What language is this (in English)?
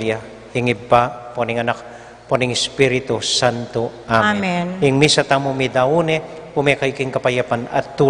Pampanga